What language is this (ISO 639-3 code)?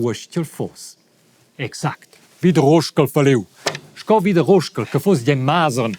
roh